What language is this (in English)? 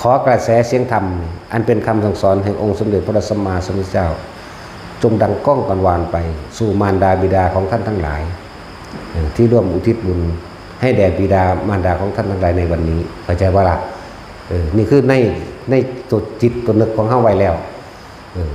Northeastern Thai